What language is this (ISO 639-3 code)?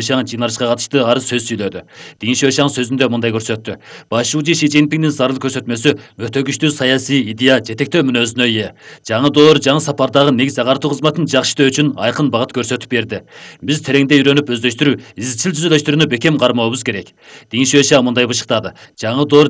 kir